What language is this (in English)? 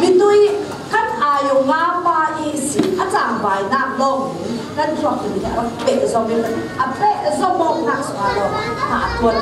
Falam Chin